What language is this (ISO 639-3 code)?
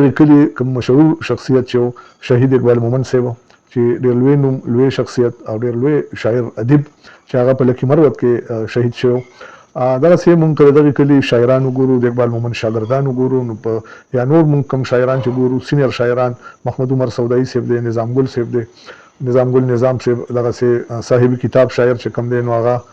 pus